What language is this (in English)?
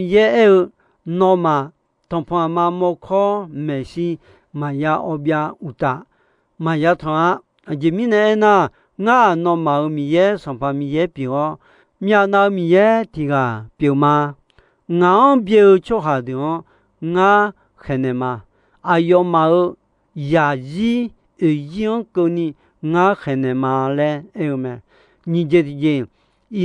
Akha